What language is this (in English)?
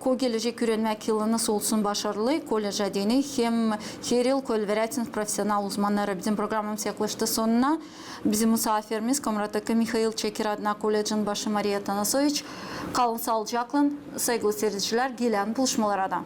Gagauz